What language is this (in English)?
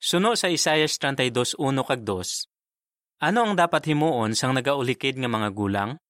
Hiligaynon